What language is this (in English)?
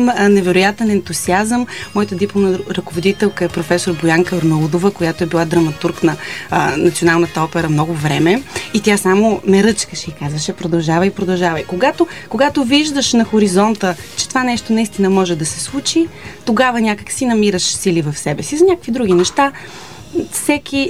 Bulgarian